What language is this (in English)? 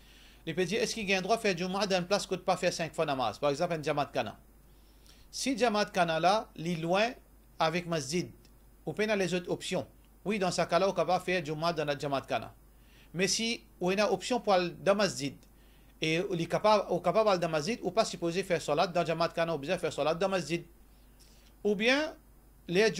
Morisyen